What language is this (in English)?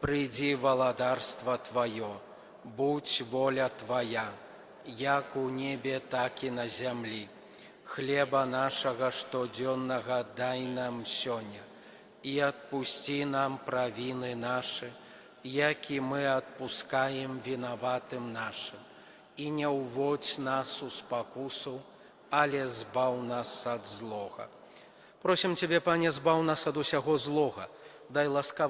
Belarusian